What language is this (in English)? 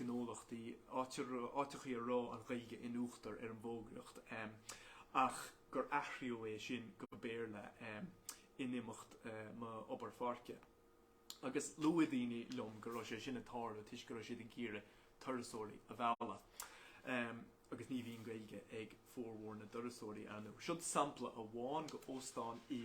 Irish